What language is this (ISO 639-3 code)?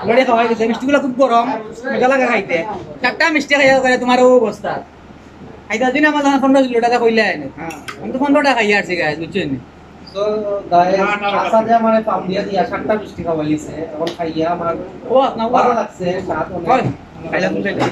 syl